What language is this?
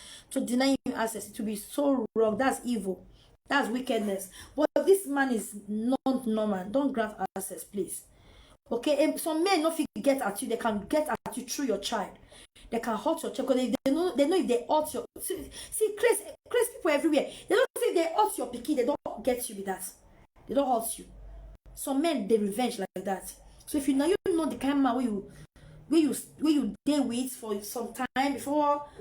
Nigerian Pidgin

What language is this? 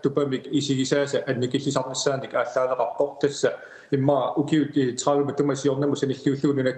Kalaallisut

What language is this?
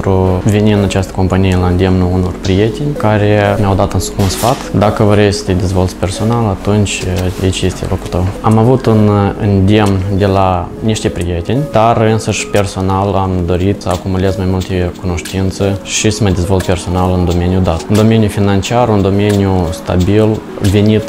Romanian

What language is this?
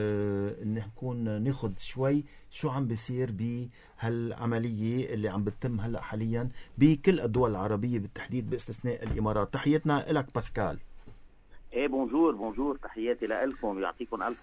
North Levantine Arabic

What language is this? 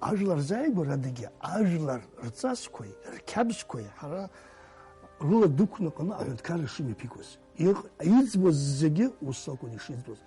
Abkhazian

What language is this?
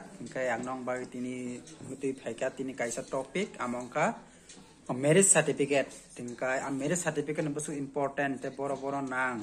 Kok Borok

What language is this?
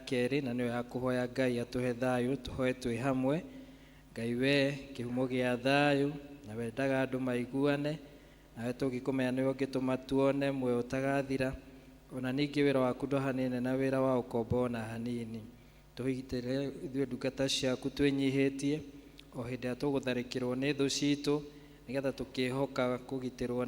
Kikuyu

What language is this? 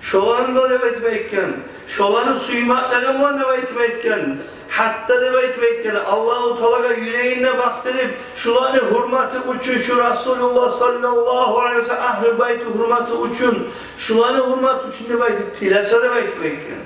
Kumyk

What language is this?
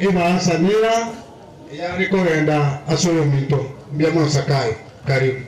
Gusii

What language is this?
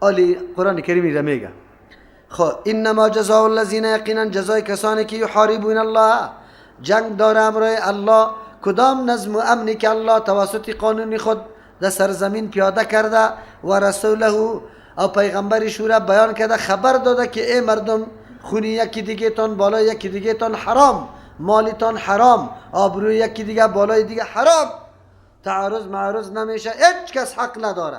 Persian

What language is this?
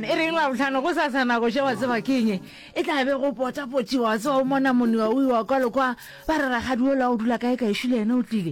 Northern Sotho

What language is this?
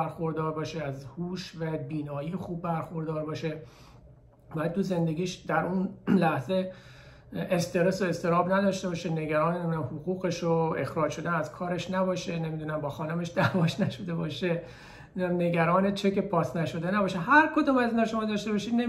Persian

